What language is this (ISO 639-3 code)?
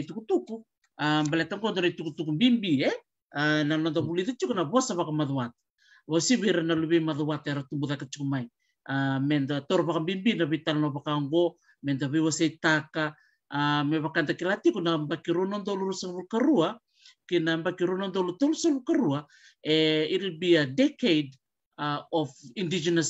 fij